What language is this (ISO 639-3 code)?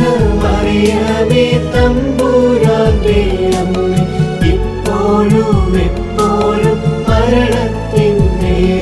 mal